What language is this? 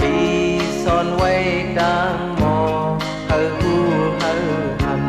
Shan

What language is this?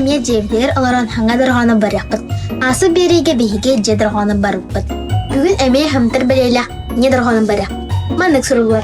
Yakut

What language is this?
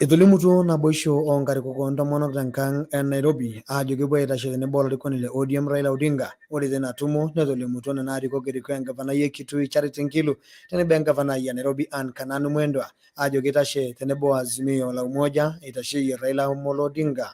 Masai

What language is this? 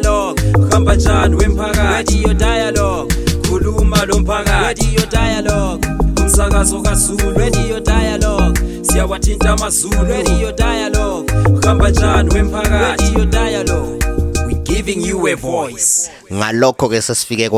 North Ndebele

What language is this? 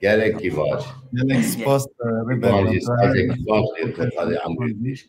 Kurdish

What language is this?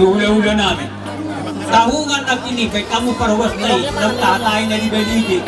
Batak Toba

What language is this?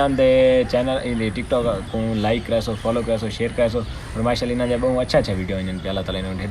Saraiki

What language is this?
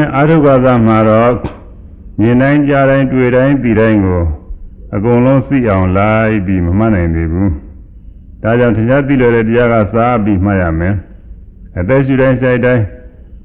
Burmese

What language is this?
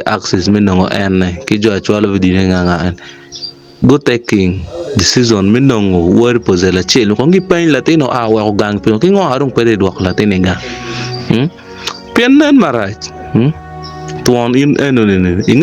Acoli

